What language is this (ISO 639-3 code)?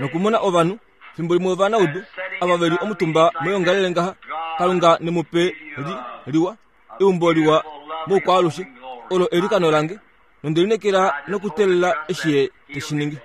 kua